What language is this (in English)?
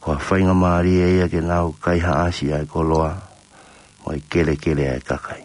Tongan